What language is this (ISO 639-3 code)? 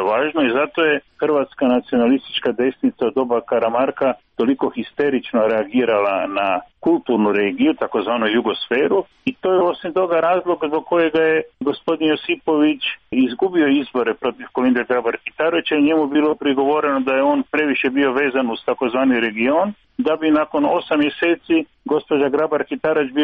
hrv